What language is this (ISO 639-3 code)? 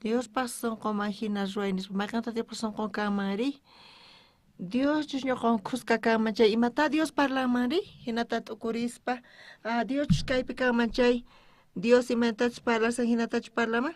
quh